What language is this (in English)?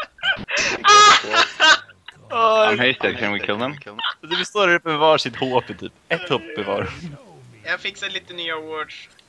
Swedish